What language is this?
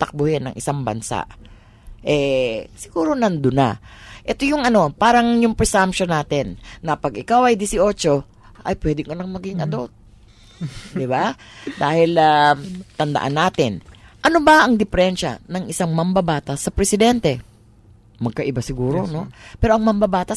Filipino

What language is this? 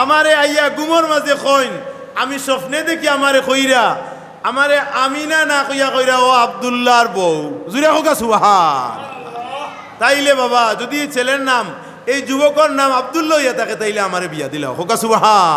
Sylheti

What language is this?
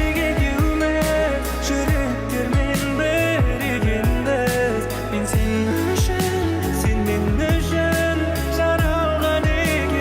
Kara-Kalpak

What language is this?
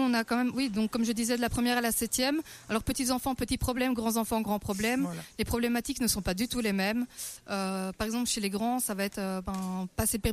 French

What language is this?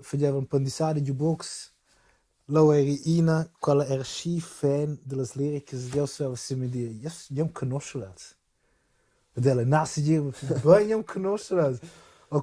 Romansh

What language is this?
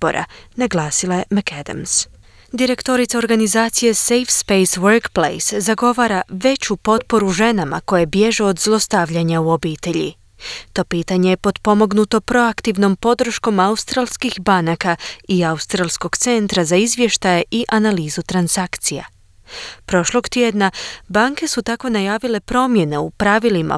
Croatian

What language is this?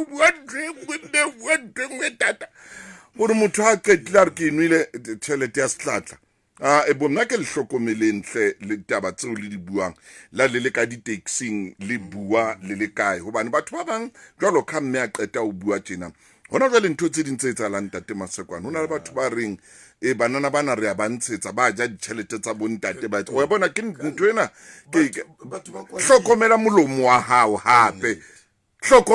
Southern Sotho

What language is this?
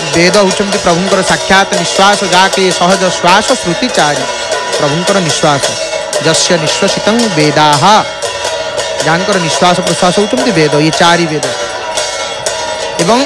Odia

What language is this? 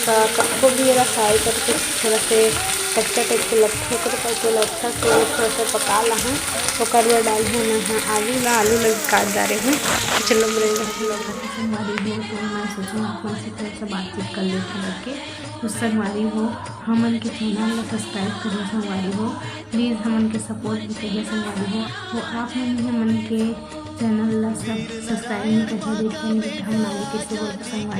Chhattisgarhi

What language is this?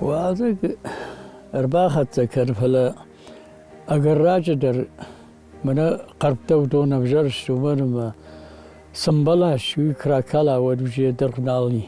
Ossetic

